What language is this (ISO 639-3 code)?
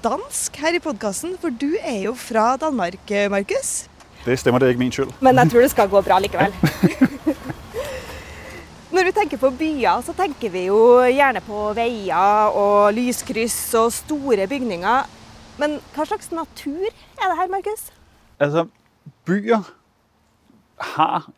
nor